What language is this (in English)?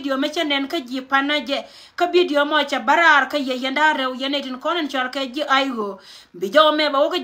Nuer